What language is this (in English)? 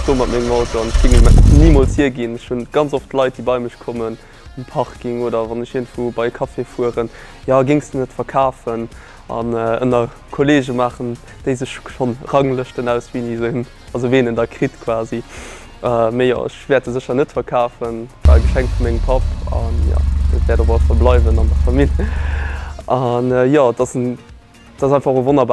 Luxembourgish